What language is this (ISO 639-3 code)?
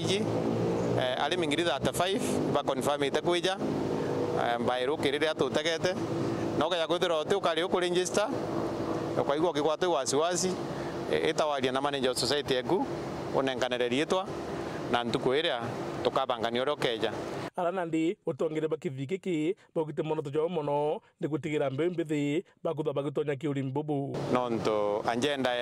mer